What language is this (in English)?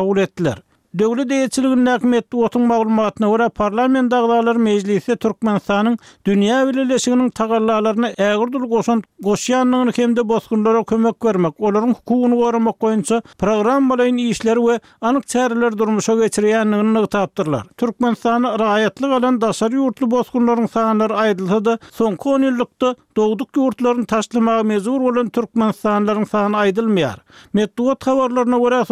Turkmen